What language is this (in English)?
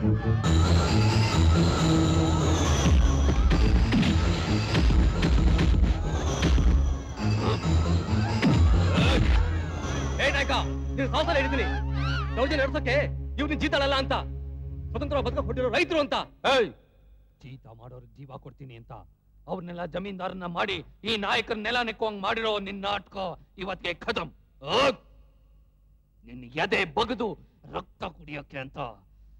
Kannada